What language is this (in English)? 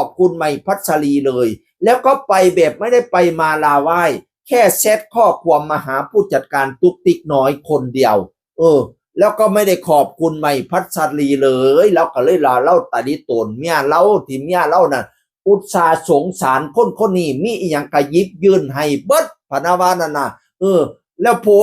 Northeastern Thai